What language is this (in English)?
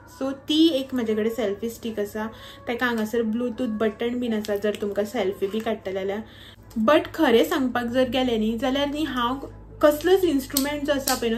Konkani